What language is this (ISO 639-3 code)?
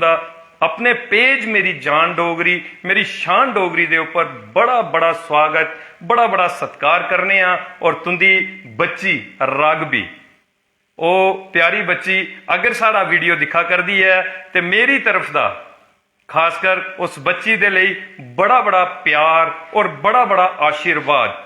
doi